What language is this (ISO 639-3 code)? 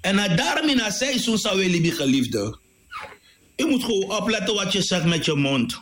srn